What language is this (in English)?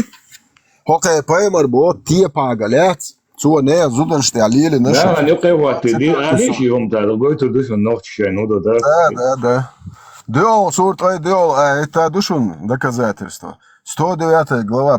Chechen